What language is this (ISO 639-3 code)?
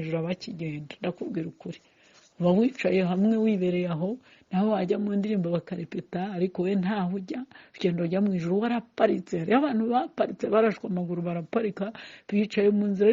kin